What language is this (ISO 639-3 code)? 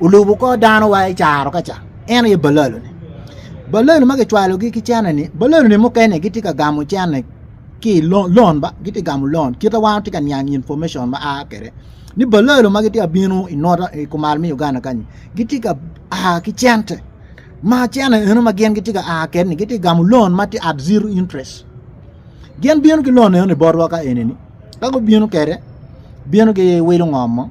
ach